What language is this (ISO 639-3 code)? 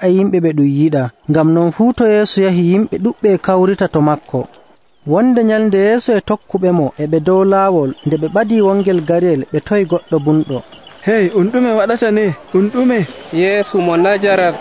fuv